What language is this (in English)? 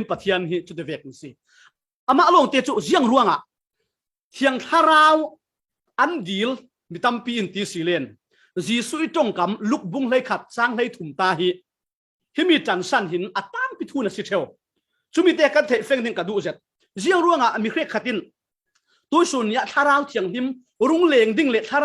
Falam Chin